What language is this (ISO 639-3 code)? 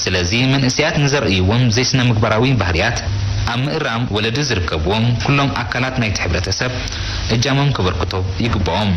tir